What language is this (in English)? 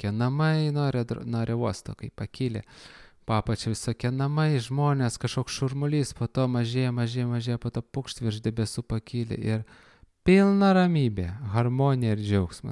Lithuanian